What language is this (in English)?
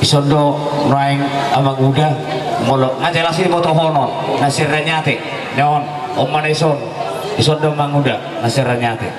Batak Toba